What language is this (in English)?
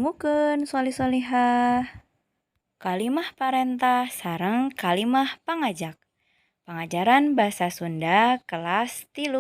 Sundanese